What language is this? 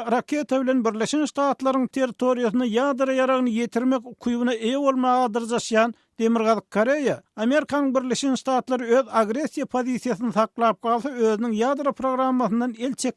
Turkmen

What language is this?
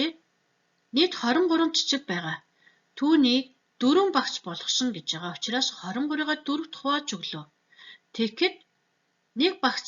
Mongolian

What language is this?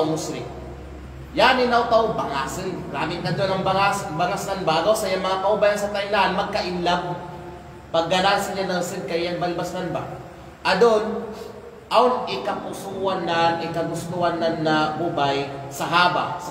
Kalagan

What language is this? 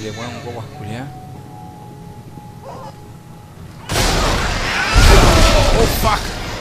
Spanish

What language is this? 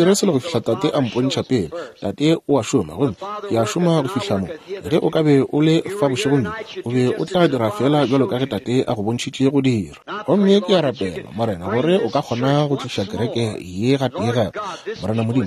Northern Sotho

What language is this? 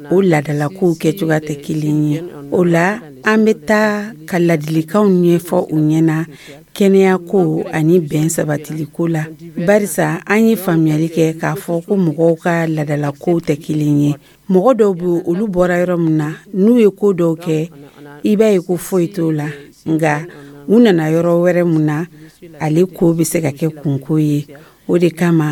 Dyula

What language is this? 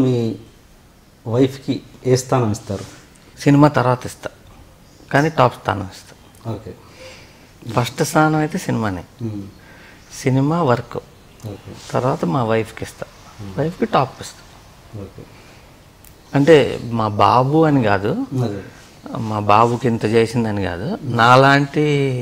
Telugu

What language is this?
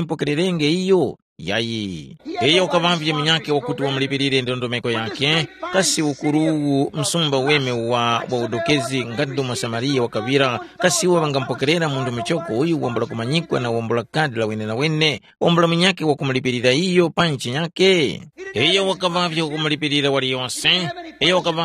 Tumbuka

